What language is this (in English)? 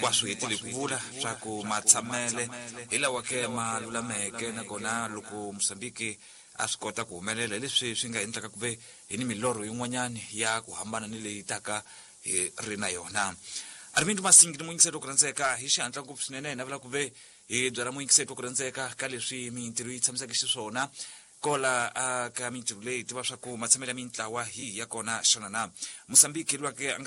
Tsonga